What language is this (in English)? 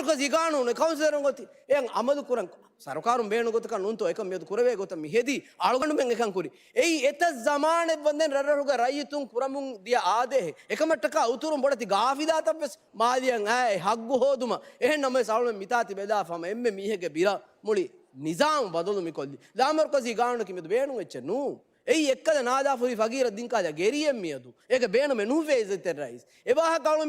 Divehi